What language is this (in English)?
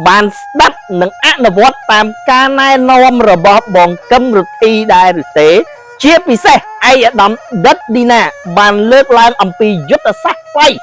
Khmer